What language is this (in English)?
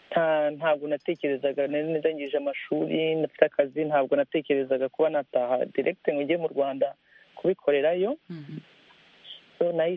Kinyarwanda